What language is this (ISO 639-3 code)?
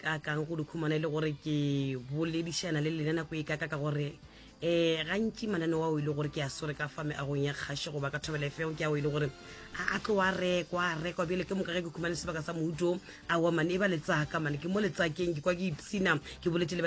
nso